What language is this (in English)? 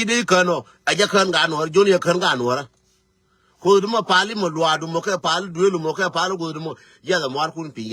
Nuer